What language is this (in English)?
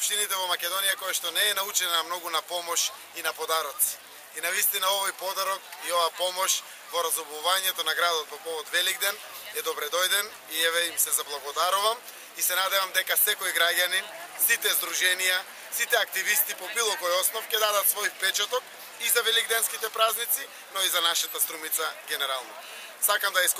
Macedonian